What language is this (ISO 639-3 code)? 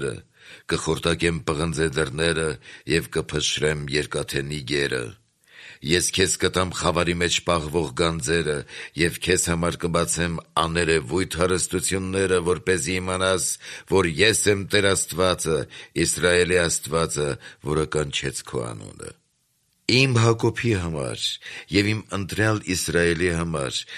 hye